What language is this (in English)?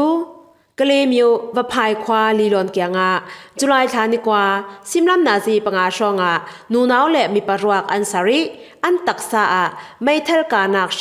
Falam Chin